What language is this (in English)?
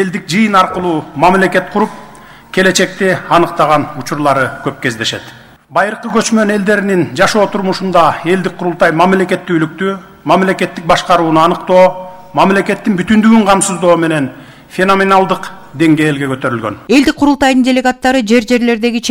Kyrgyz